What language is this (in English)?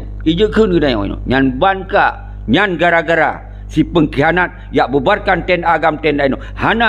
Achinese